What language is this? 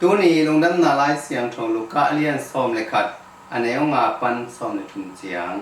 Tedim Chin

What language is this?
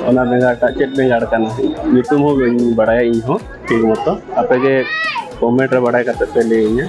Santali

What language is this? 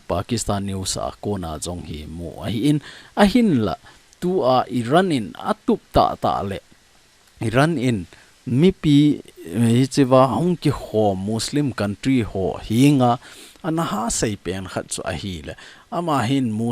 Thado Chin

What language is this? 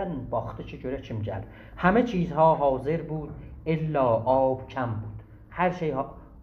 South Azerbaijani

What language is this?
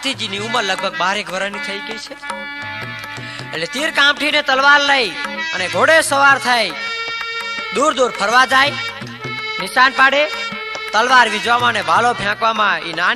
Gujarati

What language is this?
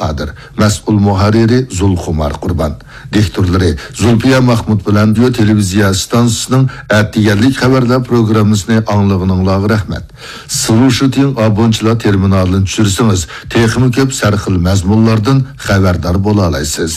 Uyghur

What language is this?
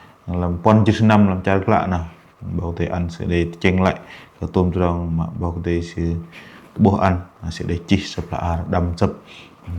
Bahnar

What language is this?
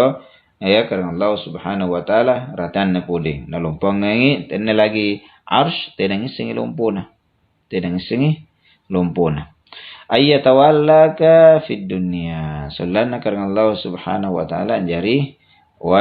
Makasar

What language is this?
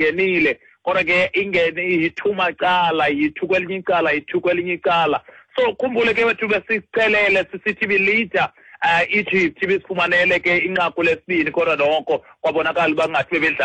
Xhosa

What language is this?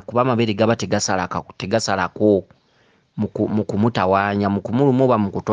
Ganda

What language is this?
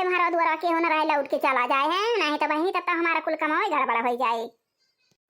Awadhi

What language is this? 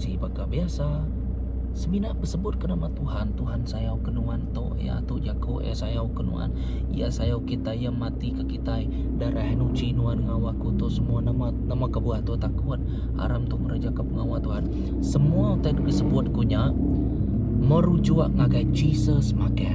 Iban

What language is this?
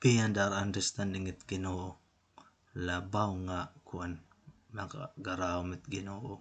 Waray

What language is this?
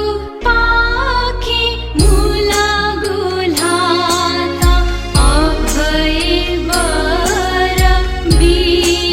Newari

